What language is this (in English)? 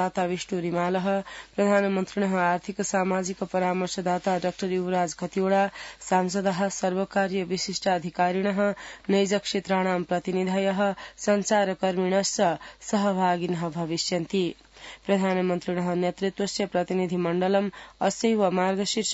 Sanskrit